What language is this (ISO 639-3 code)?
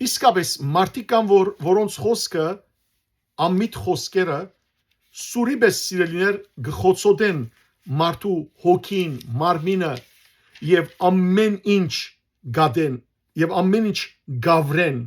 hyw